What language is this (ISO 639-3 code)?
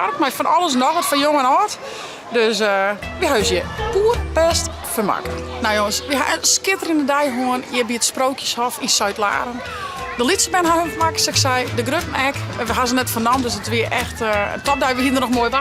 fry